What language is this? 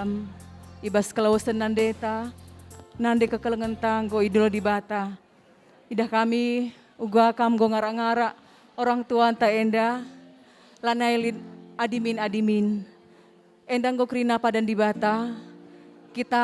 Batak Karo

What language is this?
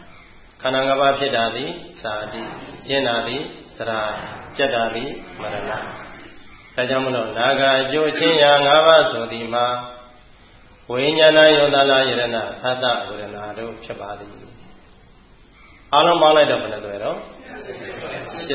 Burmese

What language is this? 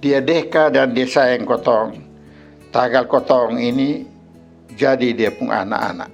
Kupang Malay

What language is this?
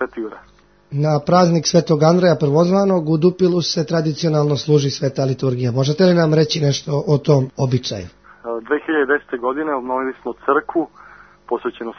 Serbian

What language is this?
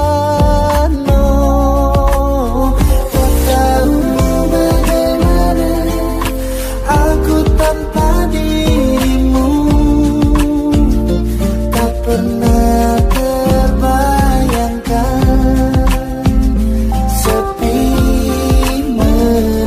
Indonesian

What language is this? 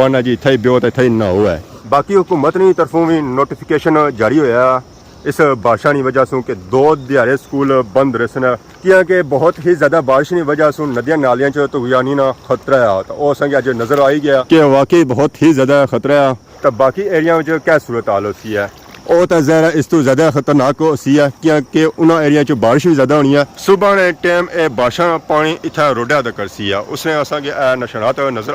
Pahari-Potwari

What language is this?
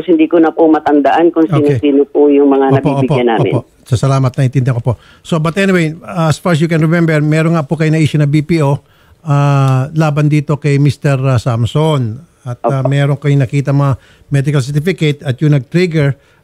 Filipino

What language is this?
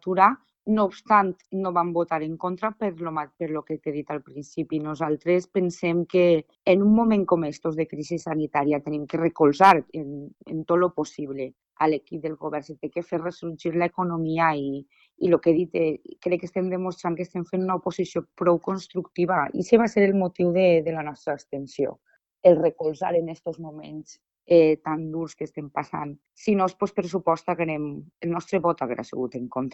Catalan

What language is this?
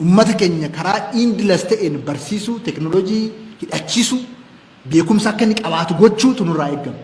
Oromo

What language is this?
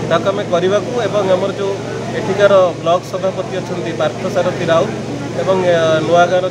Odia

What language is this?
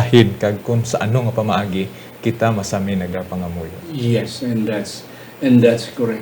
Hiligaynon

